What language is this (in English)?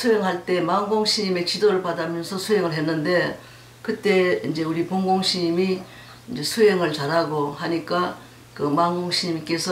Korean